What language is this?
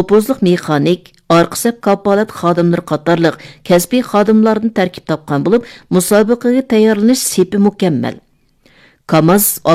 Uyghur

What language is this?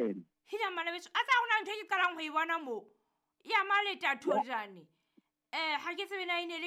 Southern Sotho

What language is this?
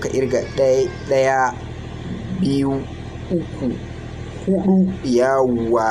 Hausa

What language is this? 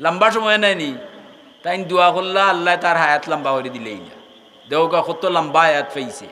Sylheti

